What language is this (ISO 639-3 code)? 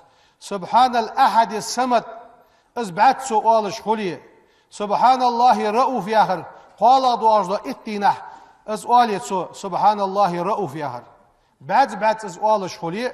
inh